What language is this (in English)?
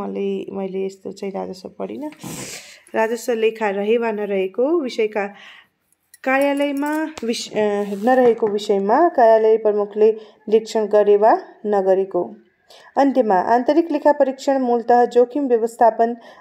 Nepali